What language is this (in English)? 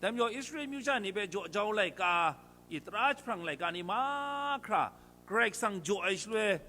Kachin